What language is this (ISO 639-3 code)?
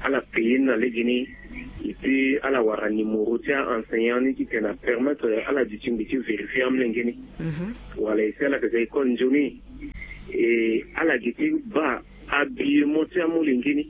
sag